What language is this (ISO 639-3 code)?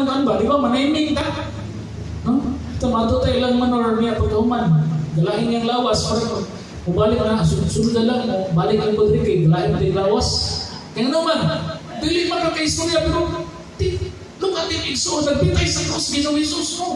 ceb